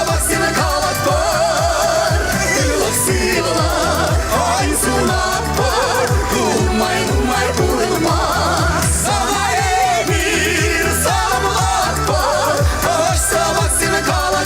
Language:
Chuvash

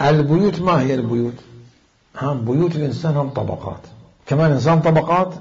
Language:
Mesopotamian Arabic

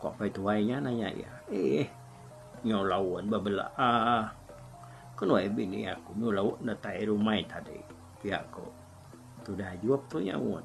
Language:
Iban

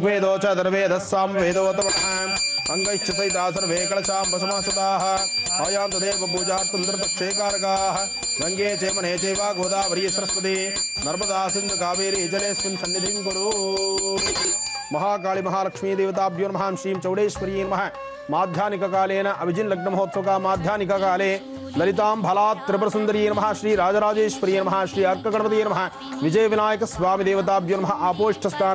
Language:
Kannada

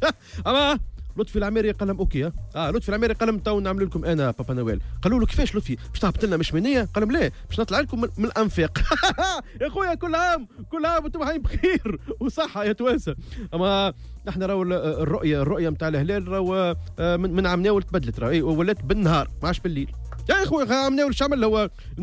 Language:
Tunisian Arabic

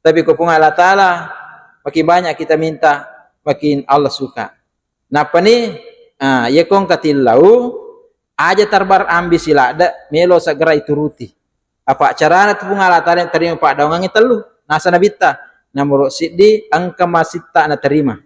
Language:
Buginese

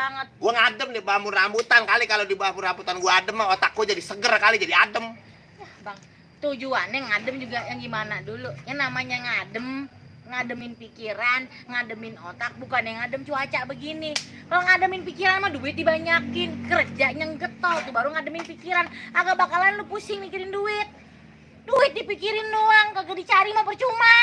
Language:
Betawi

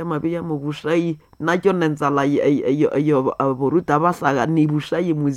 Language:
Nande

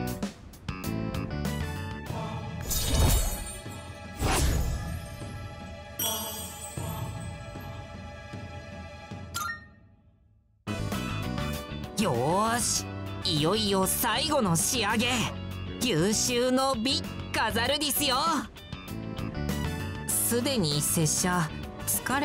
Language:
Japanese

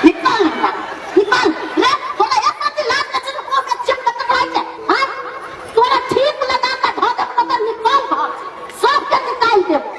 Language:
Maithili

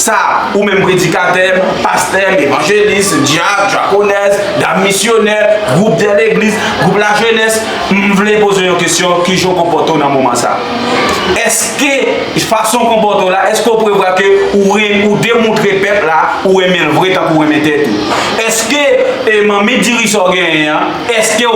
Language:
Haitian Creole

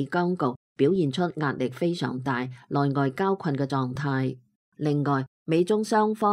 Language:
Cantonese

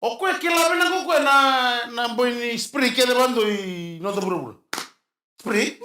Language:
Fijian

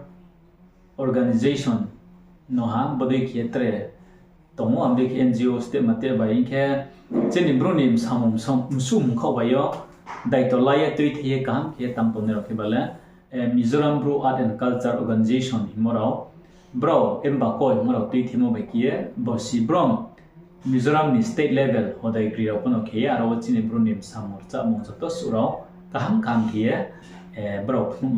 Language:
Riang (India)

